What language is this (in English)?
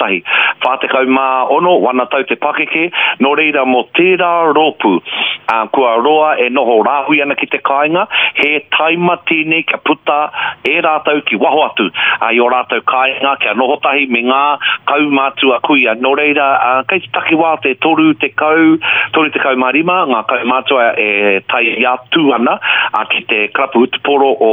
Māori